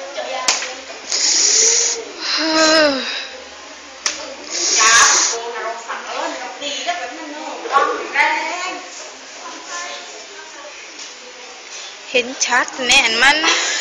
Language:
Thai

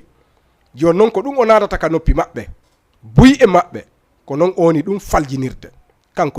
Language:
Fula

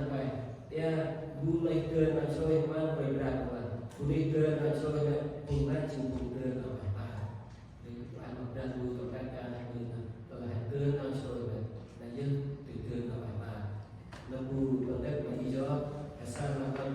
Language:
Central Mnong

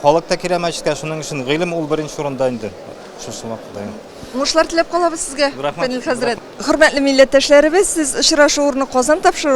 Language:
Tatar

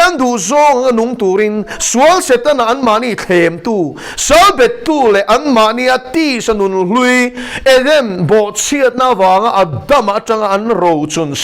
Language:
Mizo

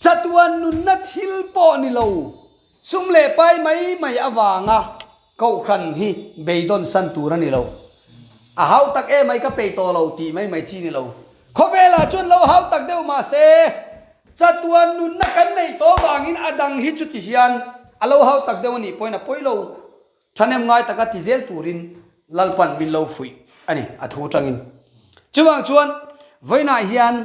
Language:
Mizo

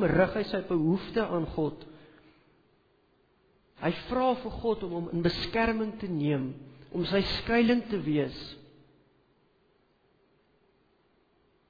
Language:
Afrikaans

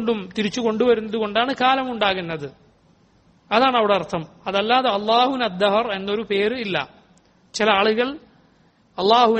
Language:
Malayalam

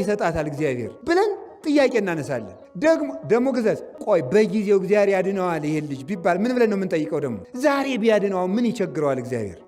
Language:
Amharic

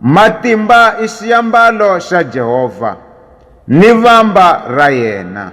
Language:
Tsonga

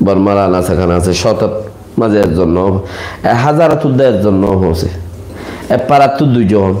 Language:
Rohingya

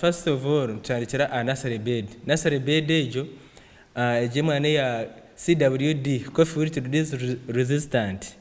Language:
Nyankole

